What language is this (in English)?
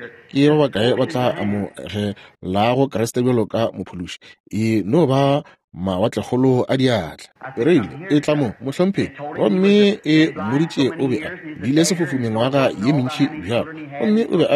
Northern Sotho